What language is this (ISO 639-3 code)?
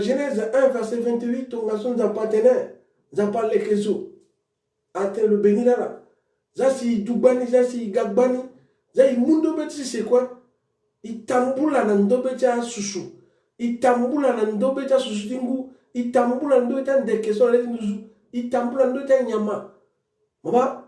sag